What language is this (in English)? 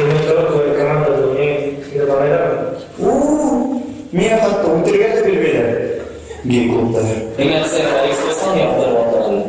Bashkir